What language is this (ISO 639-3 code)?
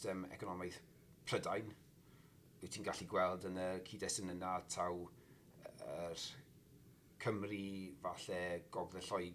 cym